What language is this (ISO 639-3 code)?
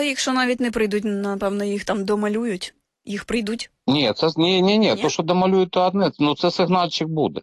ukr